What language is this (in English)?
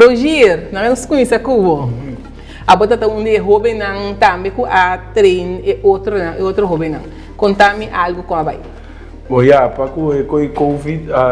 Papiamento